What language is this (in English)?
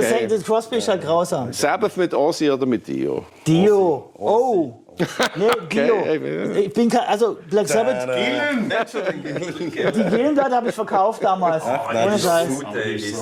German